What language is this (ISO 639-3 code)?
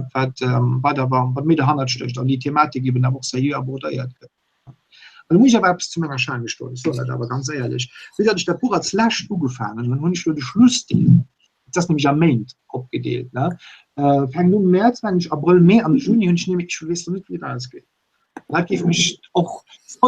ltz